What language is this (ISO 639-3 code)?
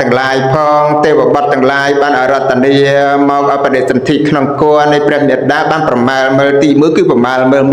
khm